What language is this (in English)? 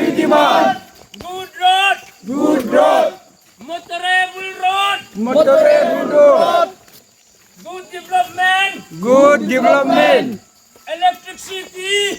Hmar